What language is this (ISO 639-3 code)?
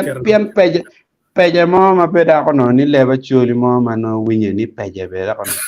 ach